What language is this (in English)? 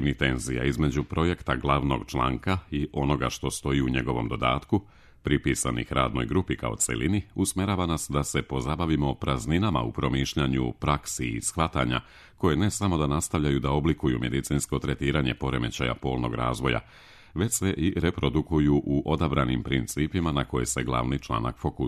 Serbian